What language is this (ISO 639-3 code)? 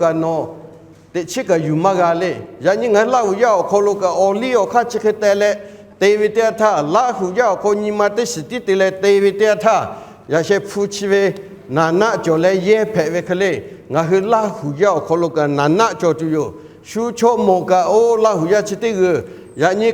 lhu